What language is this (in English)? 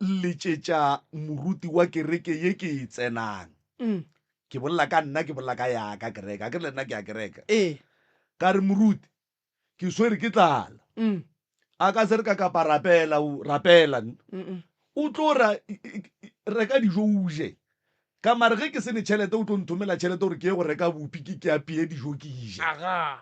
Northern Sotho